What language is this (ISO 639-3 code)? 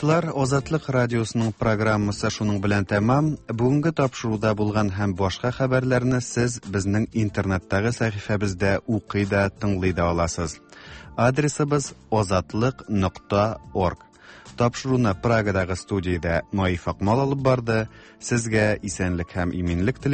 tat